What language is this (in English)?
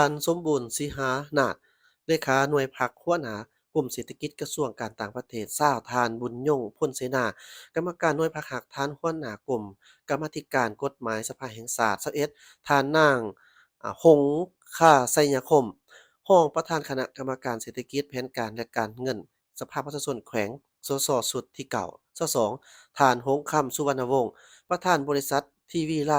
Lao